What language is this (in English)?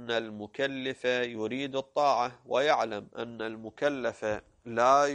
Arabic